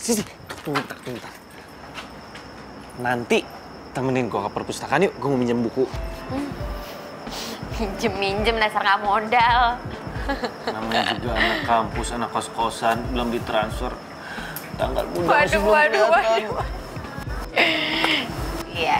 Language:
Indonesian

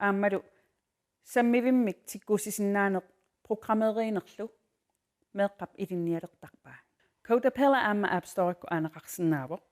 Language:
Kalaallisut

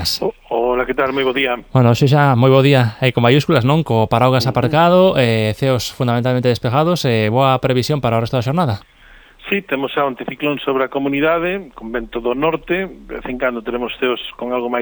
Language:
Galician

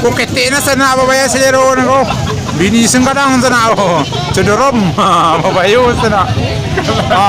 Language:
Minangkabau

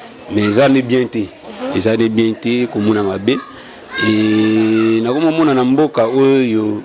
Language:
Lingala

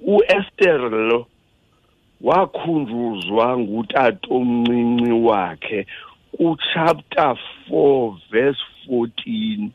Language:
Xhosa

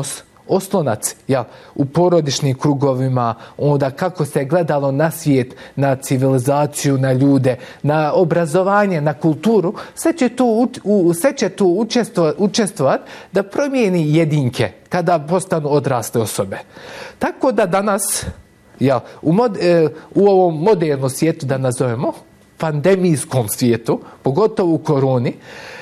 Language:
Bosnian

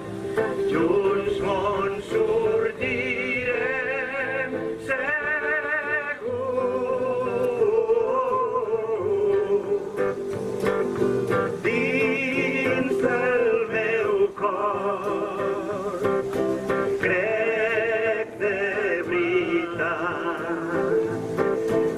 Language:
Catalan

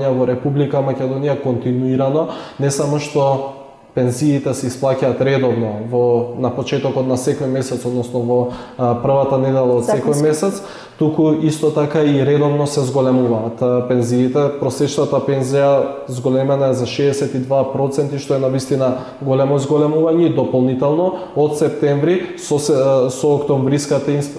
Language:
Macedonian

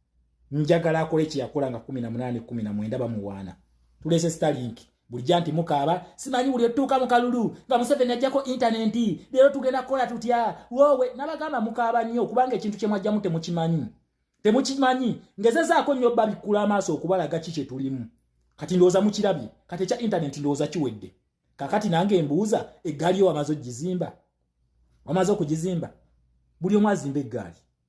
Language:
Ganda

